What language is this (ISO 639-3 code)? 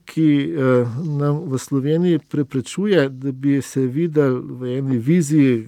slv